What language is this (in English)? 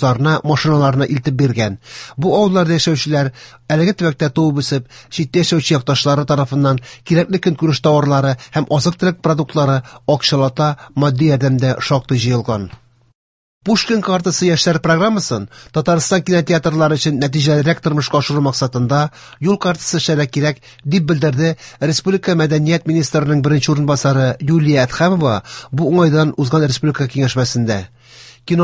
Tatar